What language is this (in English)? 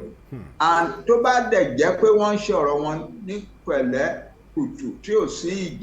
Yoruba